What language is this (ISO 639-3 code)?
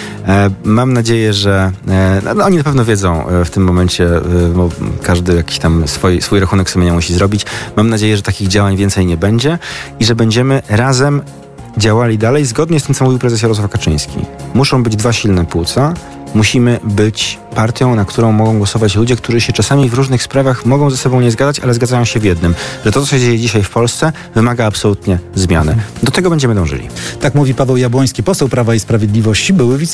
pol